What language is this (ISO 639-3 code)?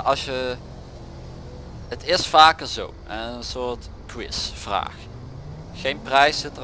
nld